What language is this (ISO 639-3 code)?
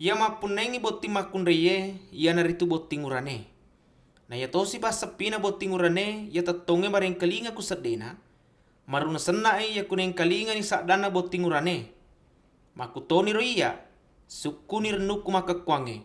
bug